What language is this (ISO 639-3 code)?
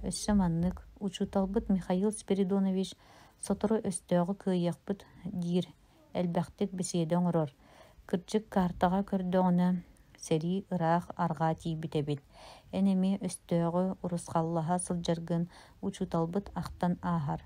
sah